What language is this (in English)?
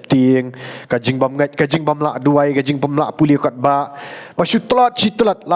Khasi